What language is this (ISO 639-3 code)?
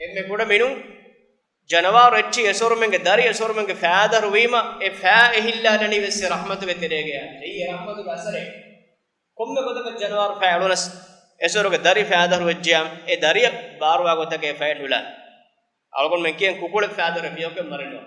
div